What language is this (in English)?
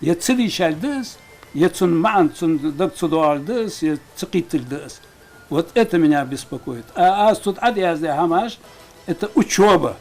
Ingush